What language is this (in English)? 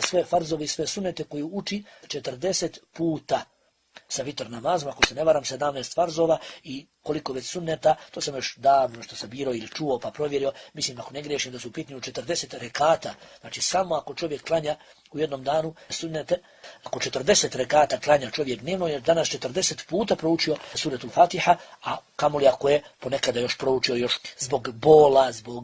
Bosnian